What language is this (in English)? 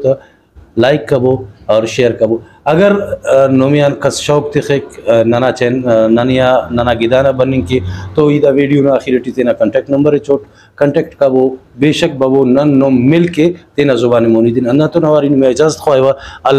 Brahui